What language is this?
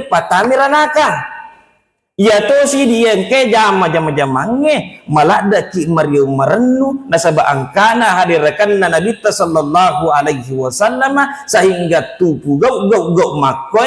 Buginese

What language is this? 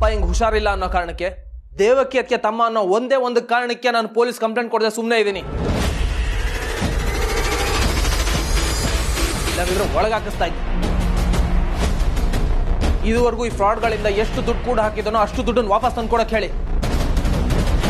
Kannada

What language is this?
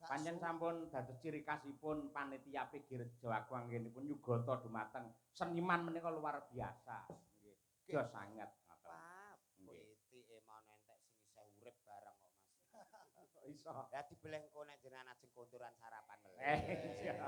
Javanese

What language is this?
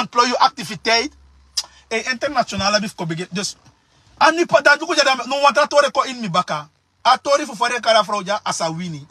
Sranan Tongo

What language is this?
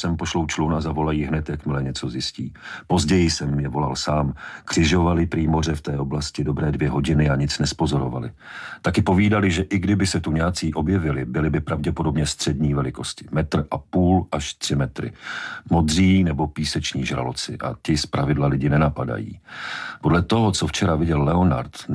Czech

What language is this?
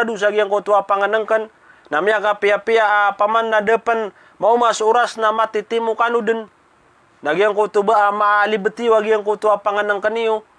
Maranao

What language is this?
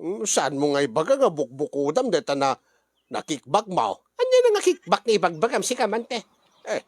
Iloko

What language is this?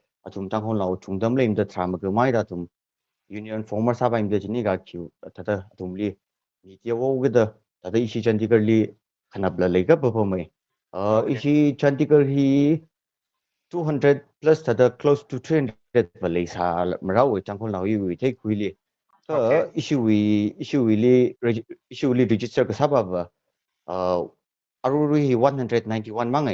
Tangkhul Naga (India)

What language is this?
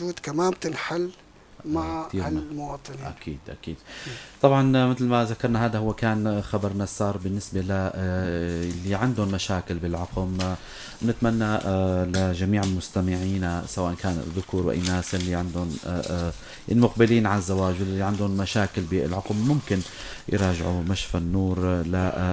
North Levantine Arabic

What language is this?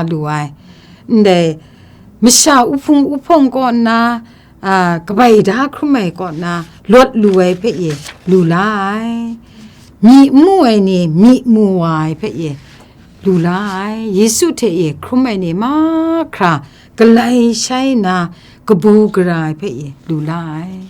Kachin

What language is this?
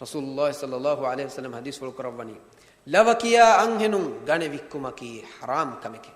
Divehi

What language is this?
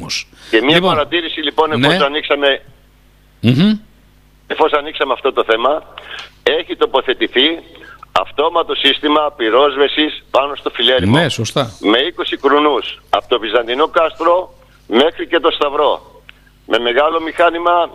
Greek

